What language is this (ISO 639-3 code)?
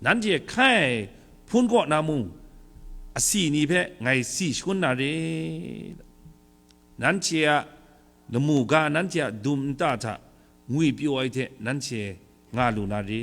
kac